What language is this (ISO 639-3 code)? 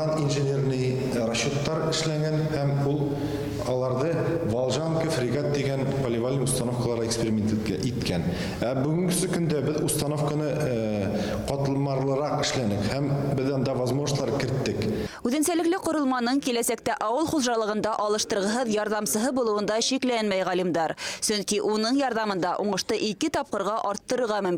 bak